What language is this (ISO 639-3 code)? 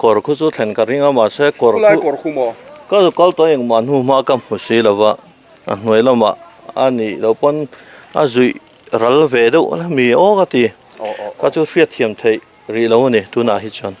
lus